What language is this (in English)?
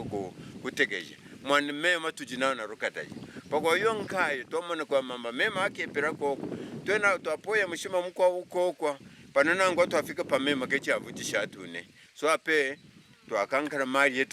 Kaonde